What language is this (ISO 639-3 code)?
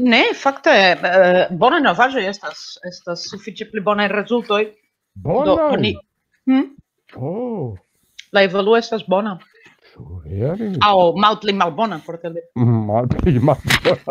epo